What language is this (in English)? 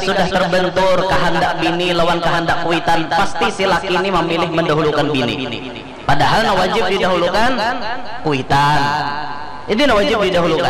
Banjar